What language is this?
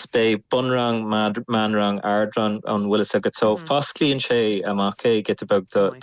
Irish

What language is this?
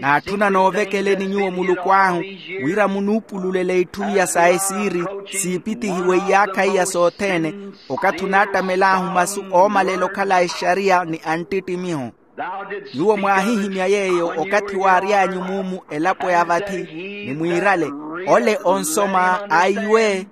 Makhuwa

